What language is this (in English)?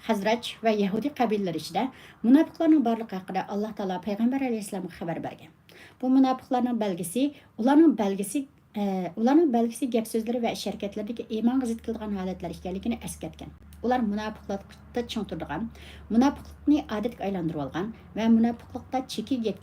Uyghur